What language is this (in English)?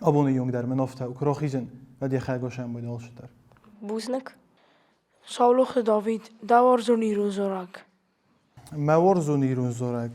Ossetic